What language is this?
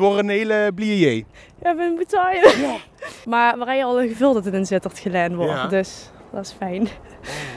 Limburgish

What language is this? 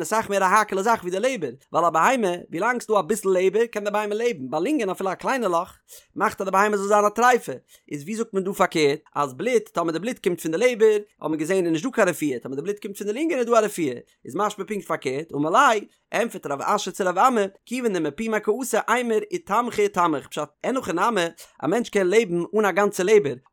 Yiddish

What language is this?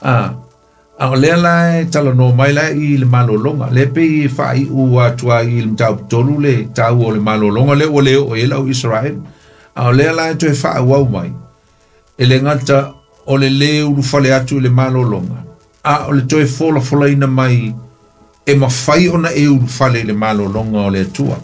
Samoan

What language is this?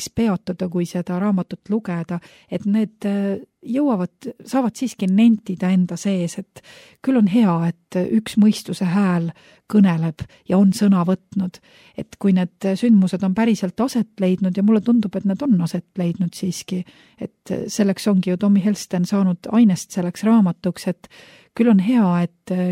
Estonian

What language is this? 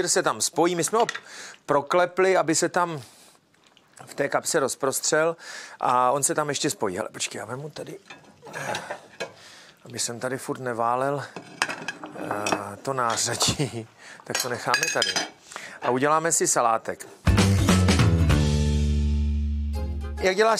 Czech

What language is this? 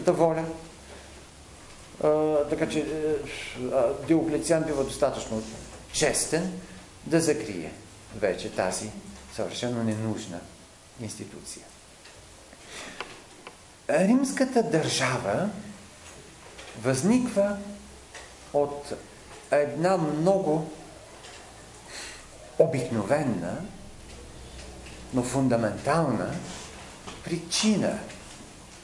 Bulgarian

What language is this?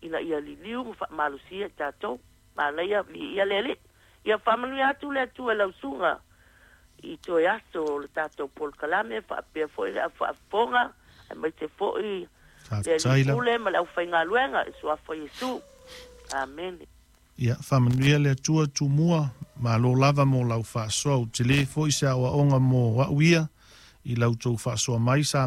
Samoan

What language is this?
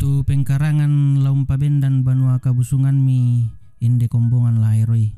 Toraja-Sa'dan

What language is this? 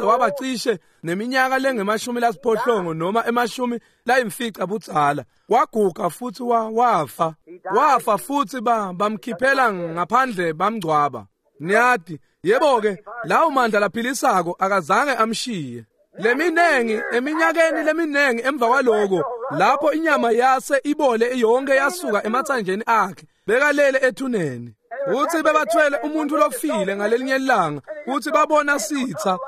Swati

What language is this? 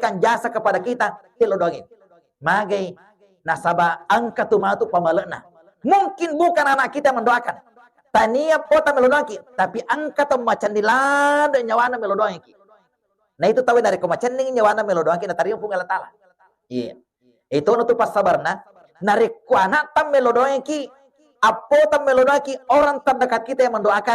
Buginese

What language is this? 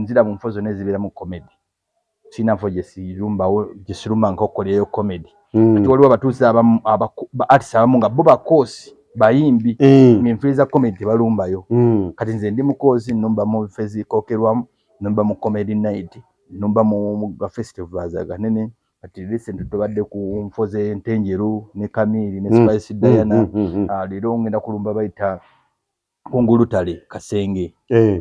Ganda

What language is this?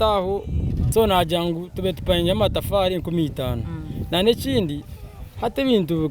Nyankole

